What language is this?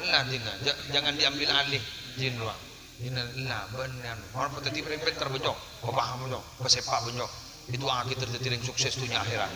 Madurese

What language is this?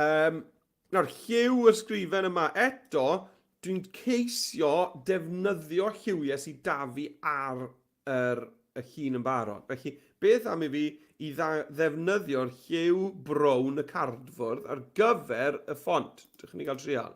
Welsh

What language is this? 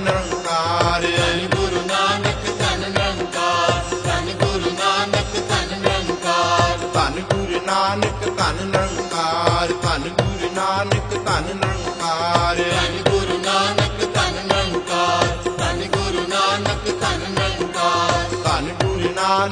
Punjabi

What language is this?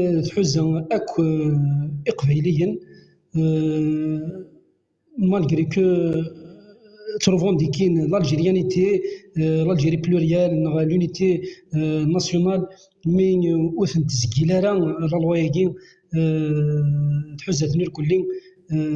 Kabyle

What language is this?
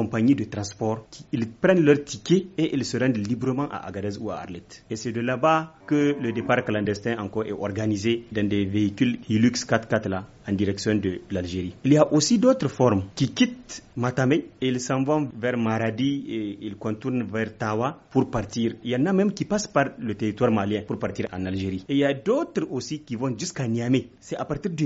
French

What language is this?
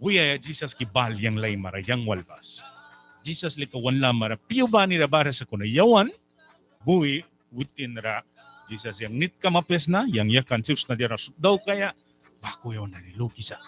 Mískito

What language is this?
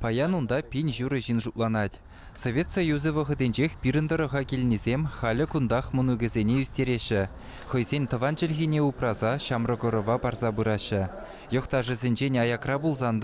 Chuvash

